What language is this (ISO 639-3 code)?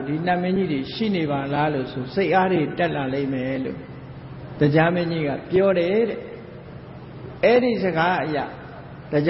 mya